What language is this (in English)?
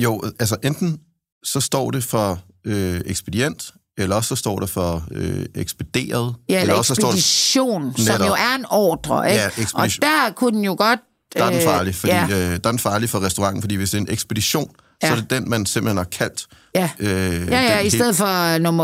Danish